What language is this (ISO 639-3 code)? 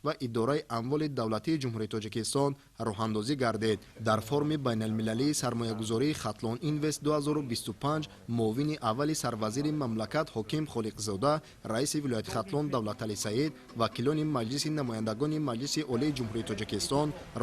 tgk